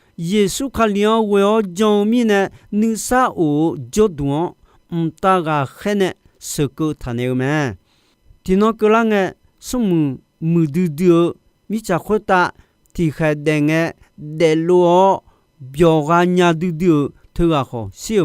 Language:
Akha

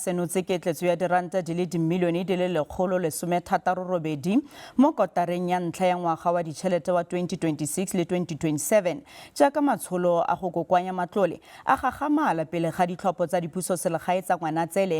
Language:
Tswana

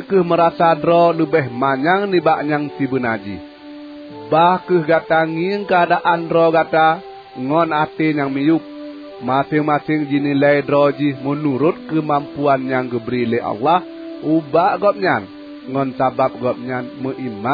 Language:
Achinese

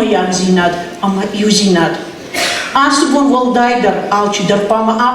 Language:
Ossetic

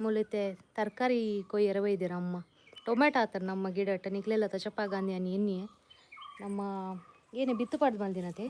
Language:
Tulu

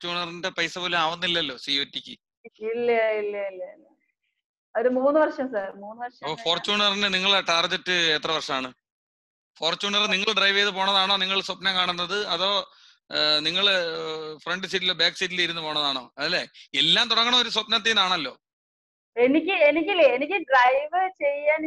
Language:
Malayalam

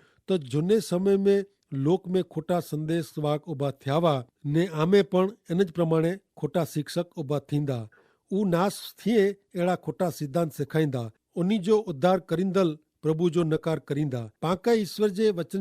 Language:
Kachhi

